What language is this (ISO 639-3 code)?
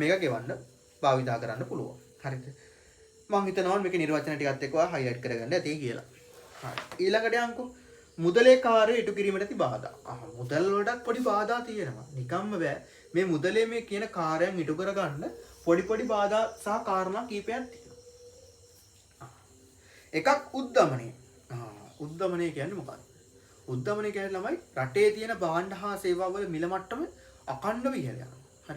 sin